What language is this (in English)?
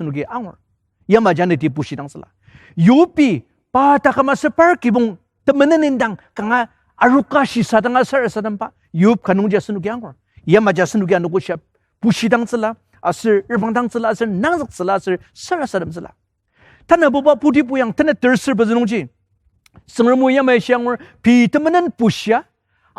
Ao Naga